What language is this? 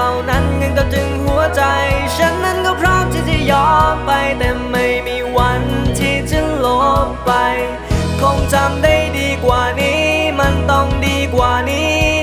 Thai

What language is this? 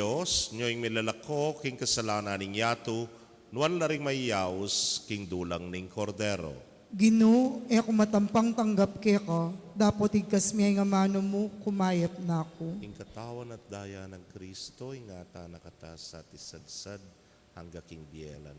Pampanga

